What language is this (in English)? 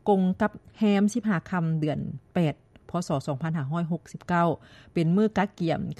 Lao